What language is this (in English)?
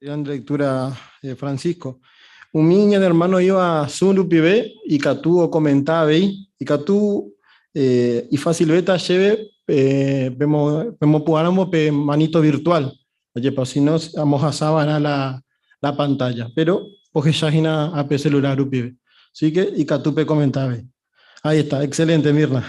Guarani